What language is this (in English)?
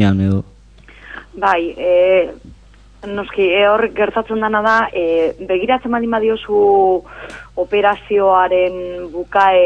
Basque